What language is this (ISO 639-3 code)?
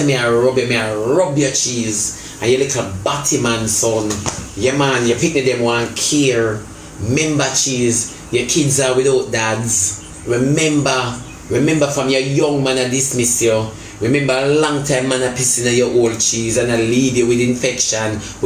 jam